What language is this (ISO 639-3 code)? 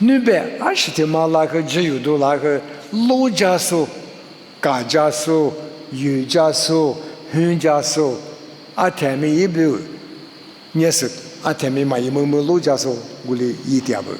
lis